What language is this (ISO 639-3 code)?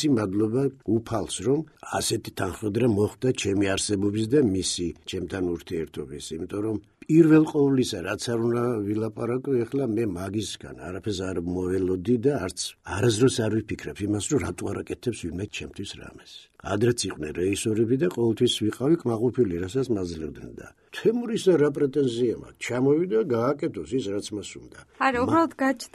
kat